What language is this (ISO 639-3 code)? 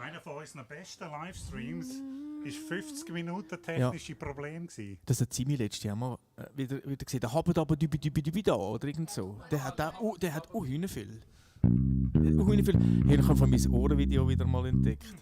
gsw